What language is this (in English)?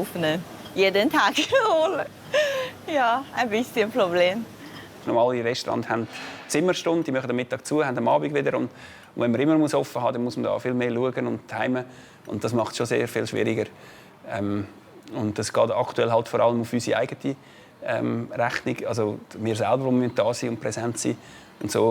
Swiss German